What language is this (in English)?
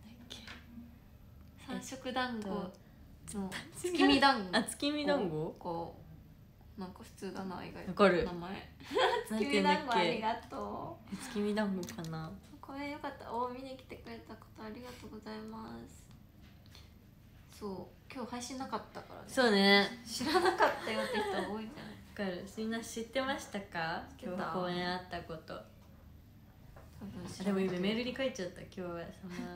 Japanese